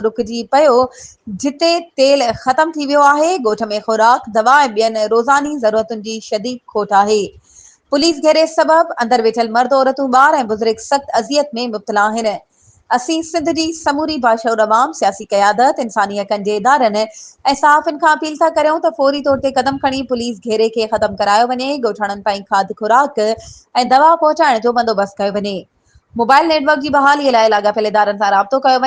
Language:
Sindhi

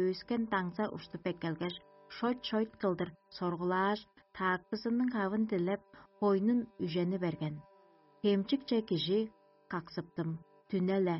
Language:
Tuvinian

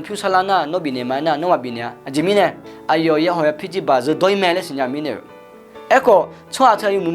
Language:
Akha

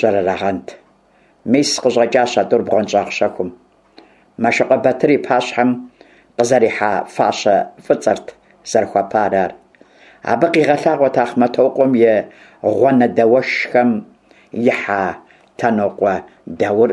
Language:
Kabardian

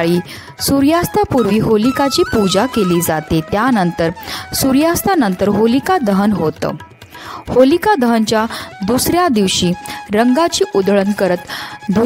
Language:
Marathi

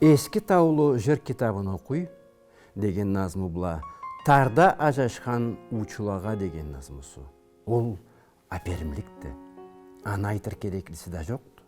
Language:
Karachay-Balkar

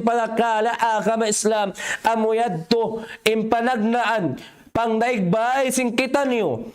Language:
Tausug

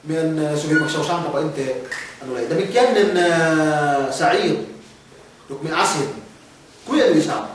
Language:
Yakan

